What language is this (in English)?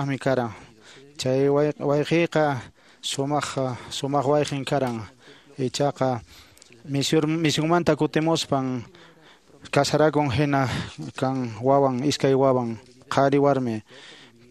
Quechua